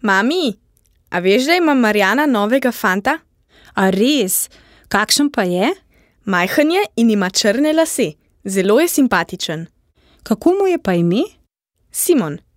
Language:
Slovenian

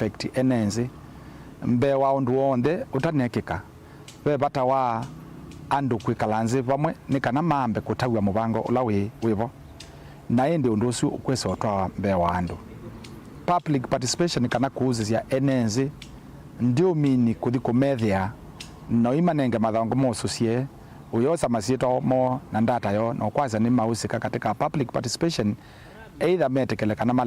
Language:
Kamba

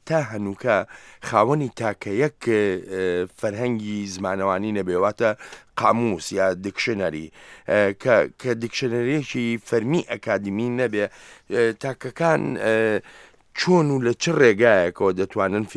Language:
Central Kurdish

